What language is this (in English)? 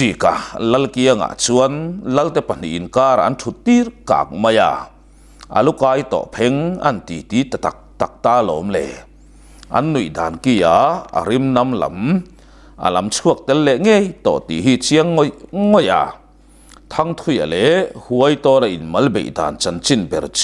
Mizo